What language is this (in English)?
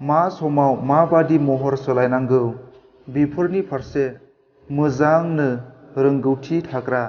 Bodo